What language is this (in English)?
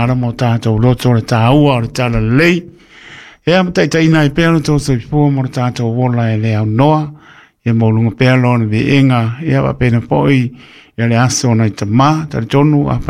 Samoan